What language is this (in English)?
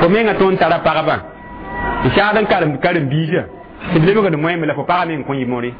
Mossi